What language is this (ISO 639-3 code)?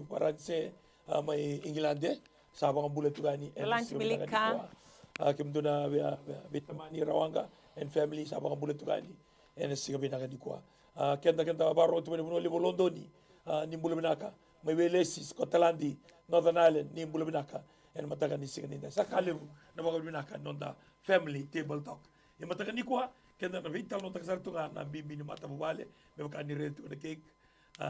fij